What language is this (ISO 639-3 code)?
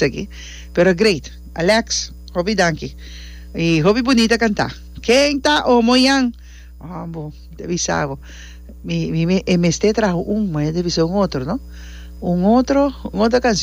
pap